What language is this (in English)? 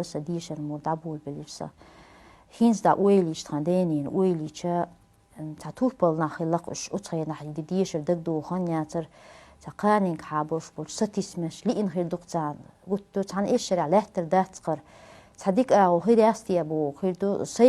Chechen